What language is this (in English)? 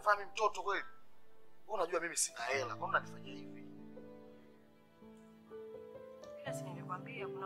Swahili